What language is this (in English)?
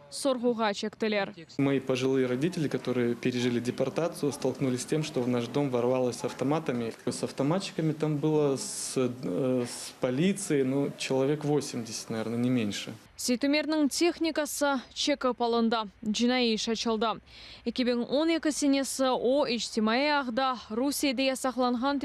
Crimean Tatar